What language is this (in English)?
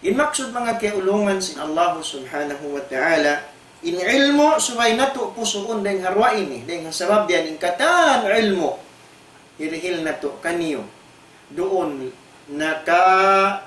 Tausug